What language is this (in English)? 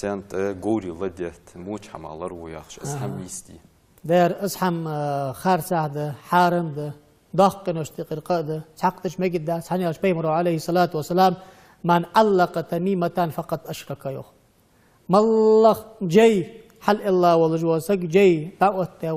Ingush